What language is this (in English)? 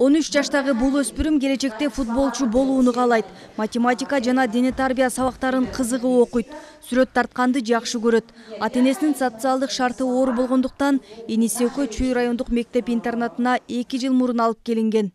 Kyrgyz